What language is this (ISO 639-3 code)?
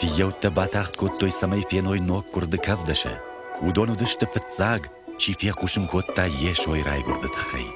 oss